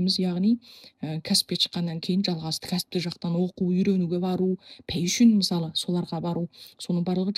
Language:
Kazakh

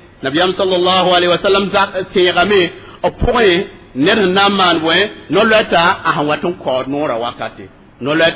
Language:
Mossi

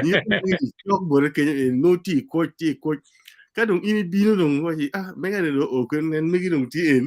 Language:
Acoli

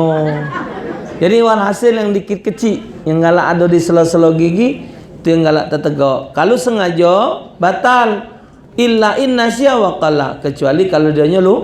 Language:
Musi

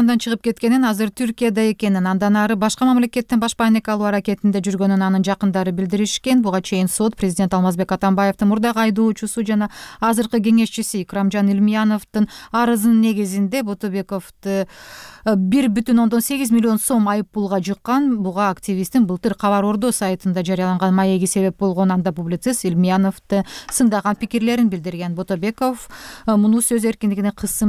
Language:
Kyrgyz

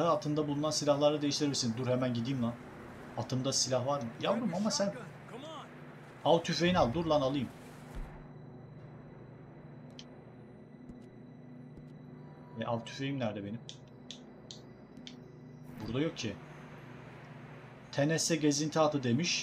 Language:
Turkish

